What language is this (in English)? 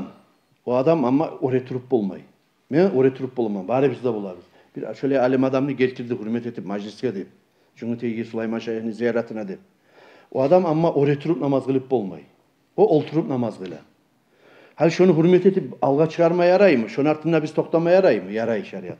Kumyk